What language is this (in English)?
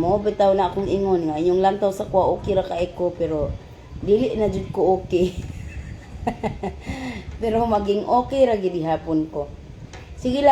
Cebuano